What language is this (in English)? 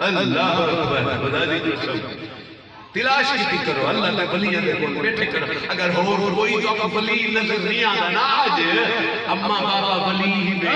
Saraiki